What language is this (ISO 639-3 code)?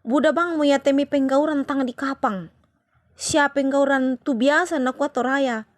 sda